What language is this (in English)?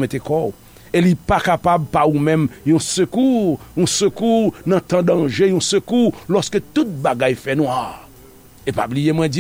Haitian Creole